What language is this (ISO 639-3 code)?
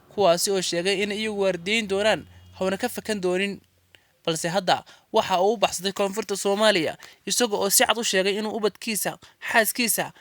som